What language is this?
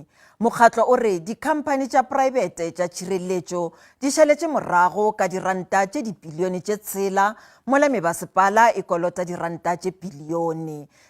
Northern Sotho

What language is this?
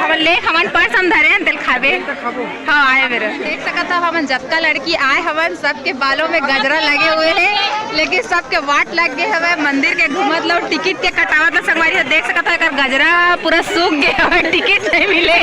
Chhattisgarhi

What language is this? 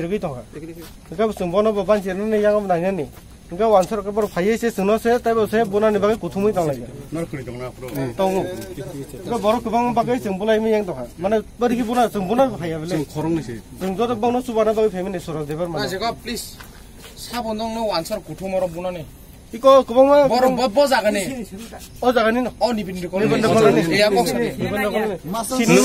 Kok Borok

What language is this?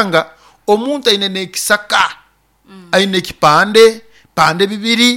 Nyoro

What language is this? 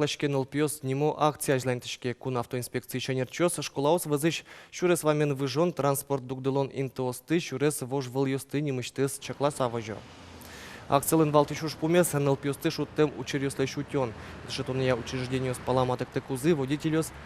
Udmurt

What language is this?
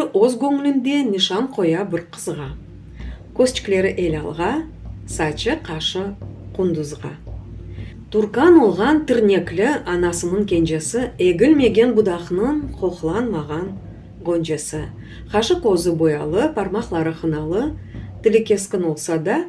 Crimean Tatar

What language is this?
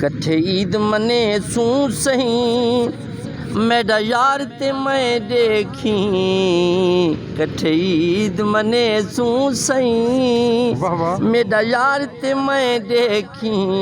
Saraiki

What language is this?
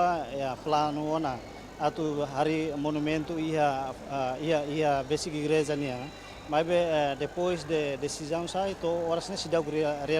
Tetum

